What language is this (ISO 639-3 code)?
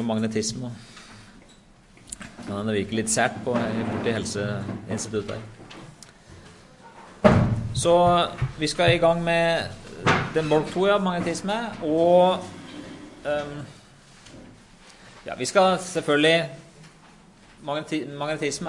nor